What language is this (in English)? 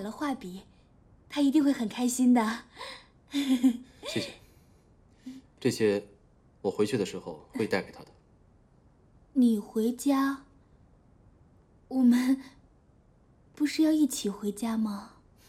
Chinese